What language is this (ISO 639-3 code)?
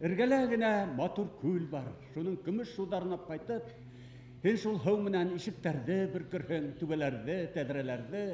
bak